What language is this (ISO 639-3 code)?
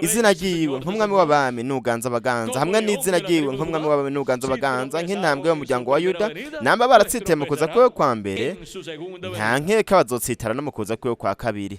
run